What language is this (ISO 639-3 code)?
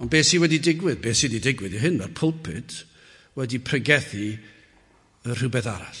cym